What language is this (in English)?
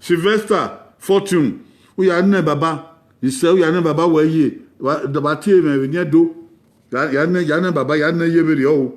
Bini